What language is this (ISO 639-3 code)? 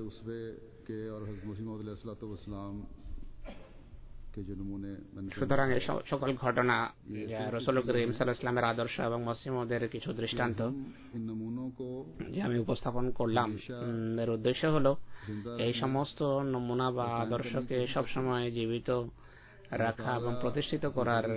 ben